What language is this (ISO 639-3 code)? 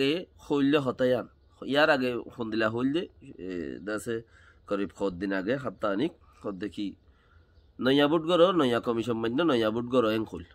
rhg